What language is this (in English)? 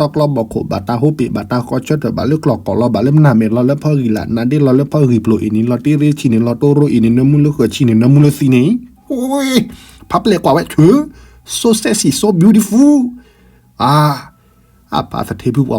S'gaw Karen